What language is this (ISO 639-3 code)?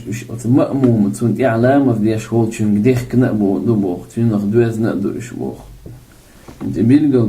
che